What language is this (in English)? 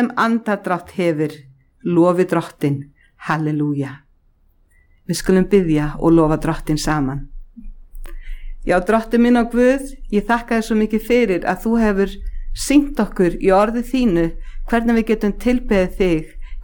Icelandic